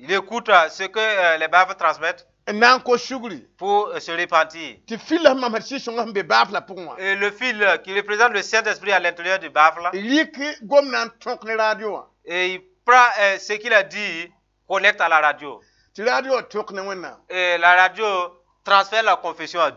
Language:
Mossi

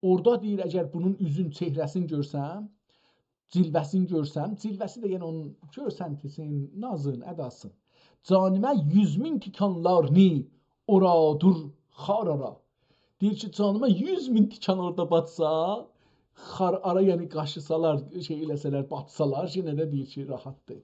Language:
South Azerbaijani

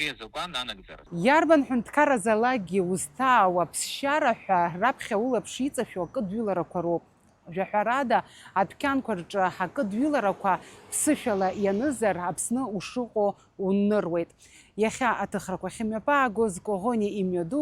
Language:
Abkhazian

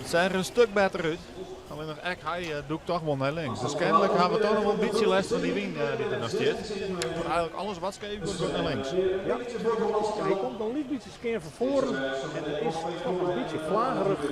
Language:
Western Frisian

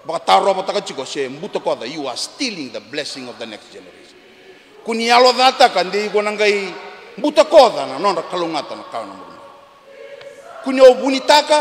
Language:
Fijian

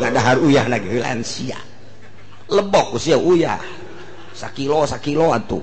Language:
Sundanese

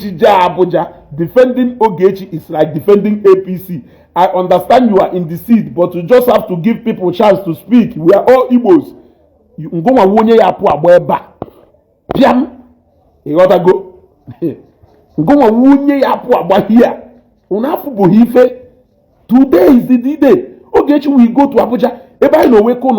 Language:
Igbo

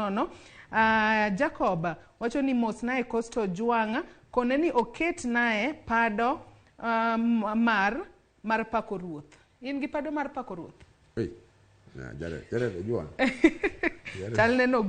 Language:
Luo (Kenya and Tanzania)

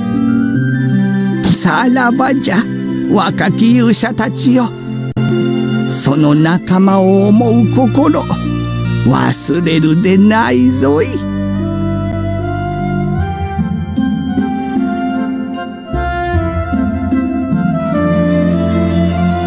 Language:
Japanese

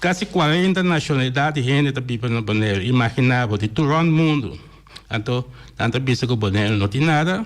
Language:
Papiamento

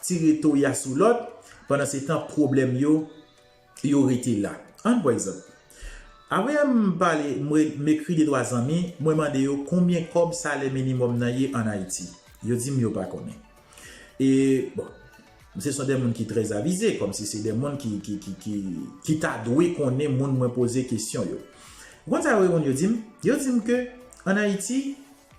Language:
Haitian Creole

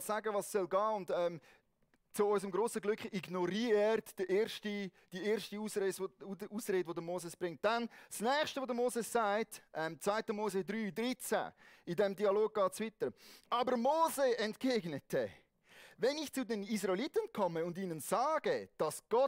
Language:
Swiss German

